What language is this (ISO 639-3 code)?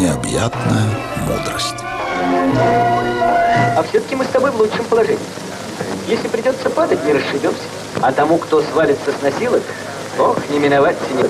rus